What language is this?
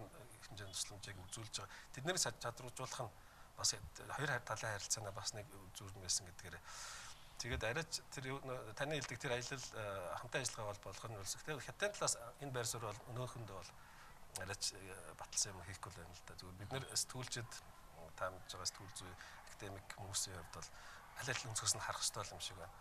Mongolian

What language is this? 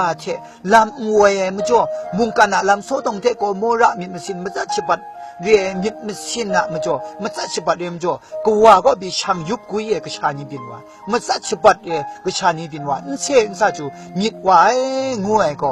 Kachin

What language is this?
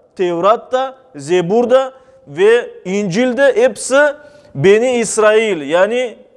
Crimean Tatar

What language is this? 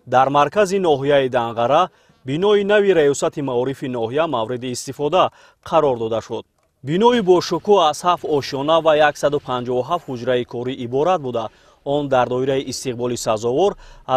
Tajik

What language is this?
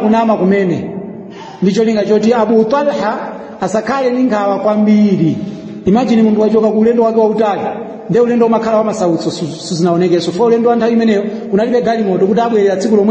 Nyanja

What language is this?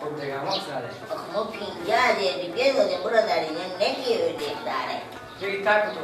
Persian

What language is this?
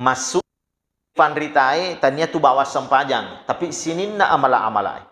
Buginese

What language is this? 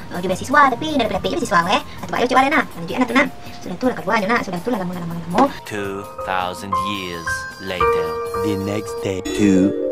Minangkabau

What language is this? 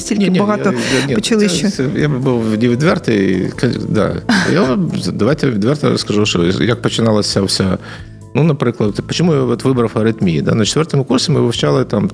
Ukrainian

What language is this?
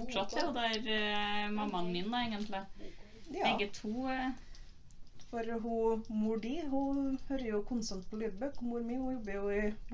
Norwegian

